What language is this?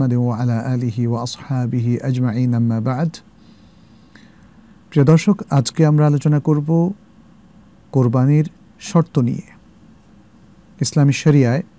Bangla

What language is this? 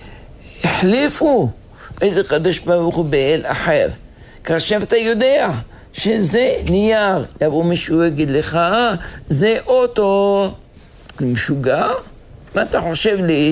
Hebrew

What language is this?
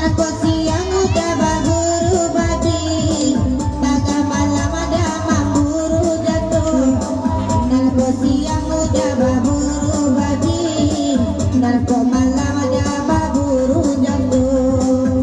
Minangkabau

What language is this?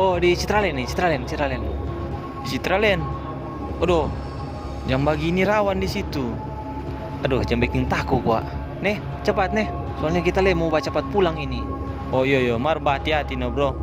Manado Malay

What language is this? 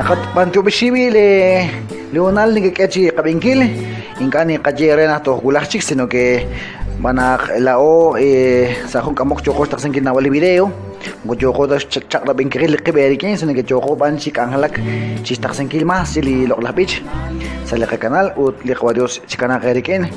Kekchí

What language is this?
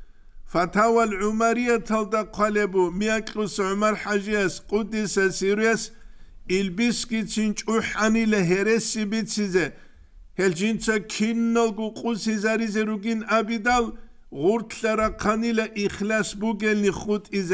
Avaric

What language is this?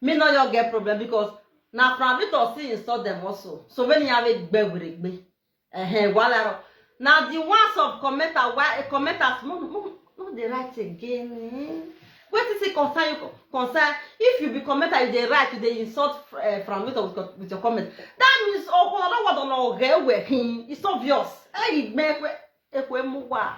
Nigerian Pidgin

